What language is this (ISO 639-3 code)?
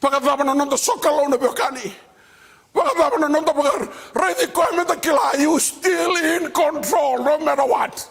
fij